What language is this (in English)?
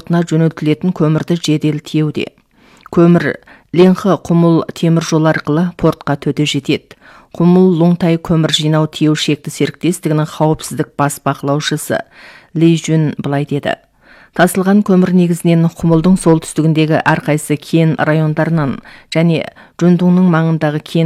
Kazakh